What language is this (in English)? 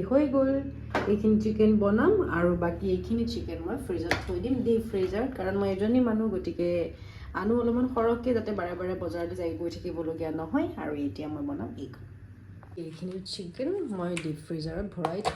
Assamese